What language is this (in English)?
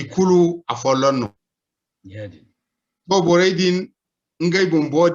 Zarma